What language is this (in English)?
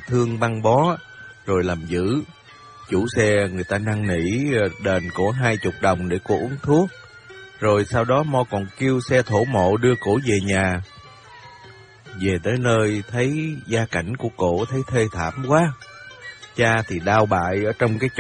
Vietnamese